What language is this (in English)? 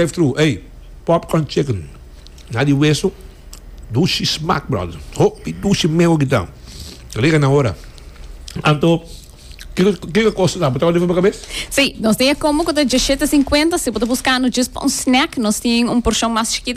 Papiamento